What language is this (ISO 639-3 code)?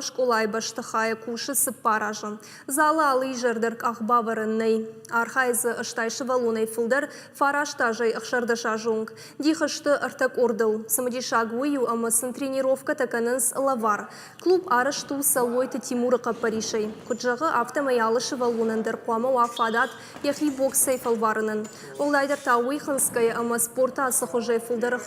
oss